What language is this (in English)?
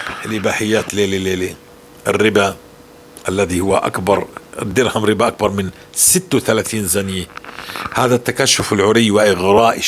North Levantine Arabic